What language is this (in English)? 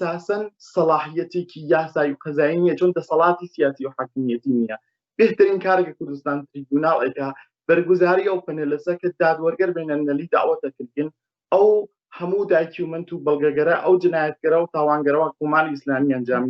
Central Kurdish